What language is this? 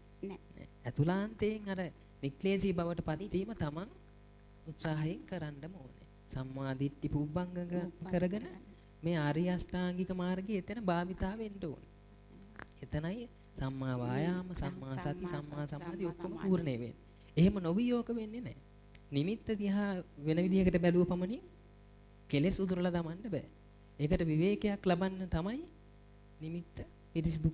Sinhala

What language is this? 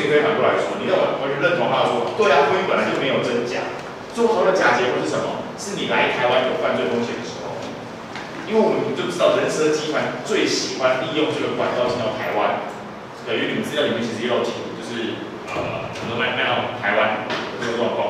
Chinese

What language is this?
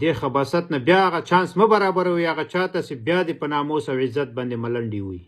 Pashto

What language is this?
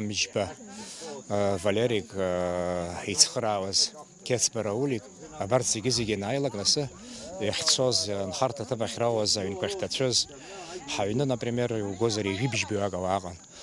Abkhazian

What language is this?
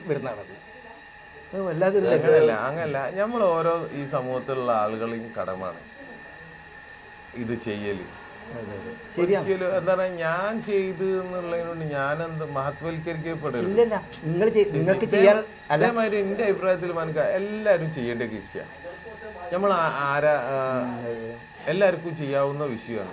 Malayalam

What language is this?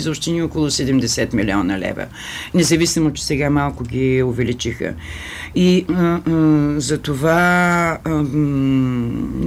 Bulgarian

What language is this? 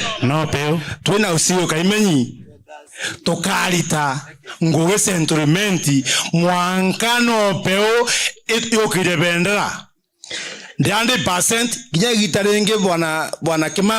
Meru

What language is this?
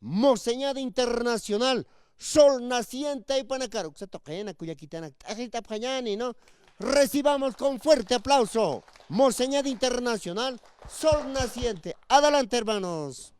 Aymara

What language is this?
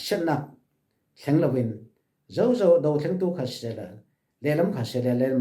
Falam Chin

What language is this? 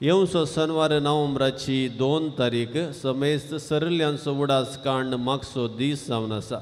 Konkani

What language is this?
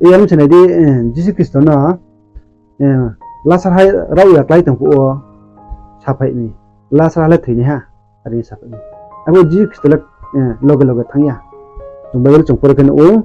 Riang (India)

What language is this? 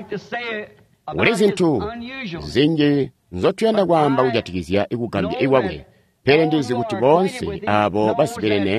Tonga (Zambia)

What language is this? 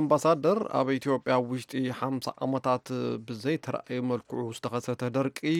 Tigrinya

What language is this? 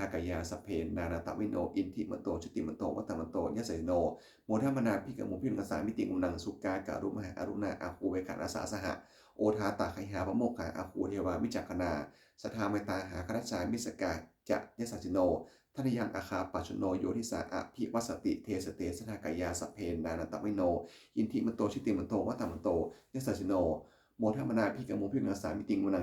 Pali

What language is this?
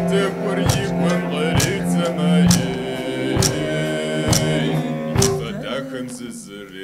Kabardian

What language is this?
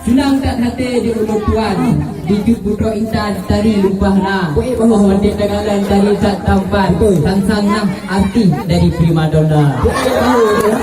Achinese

